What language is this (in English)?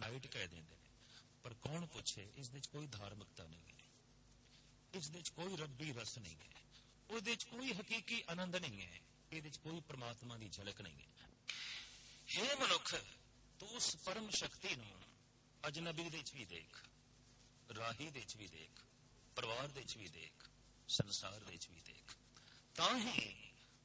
Punjabi